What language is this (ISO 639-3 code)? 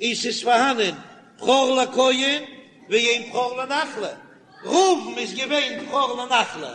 yid